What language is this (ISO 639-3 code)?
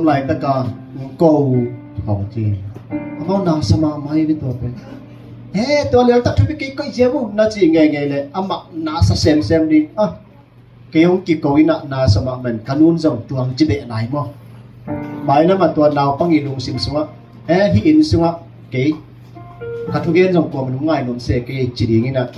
ctd